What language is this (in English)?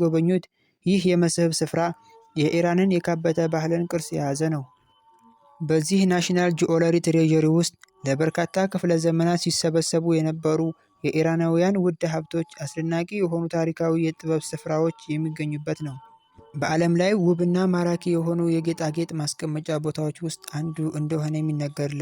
Amharic